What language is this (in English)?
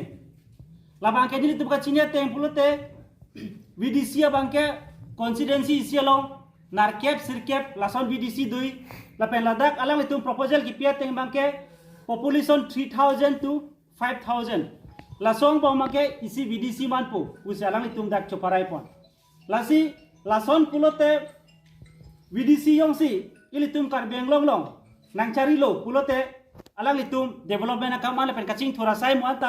Karbi